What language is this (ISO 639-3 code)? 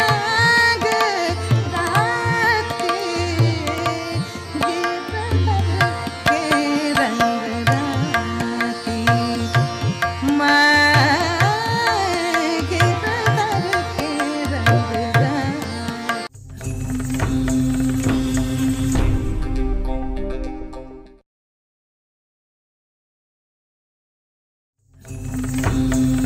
hin